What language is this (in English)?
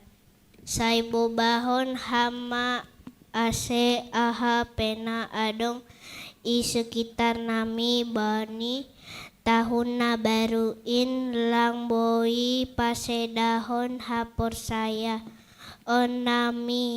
Batak Simalungun